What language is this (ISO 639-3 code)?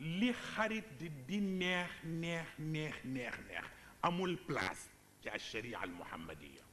wol